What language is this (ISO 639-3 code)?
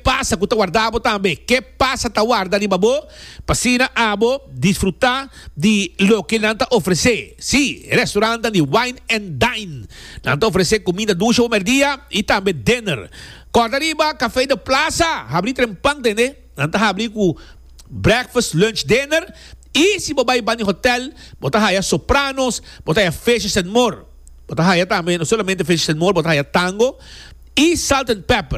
pap